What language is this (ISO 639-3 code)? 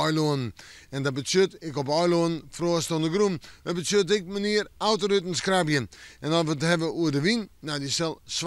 fry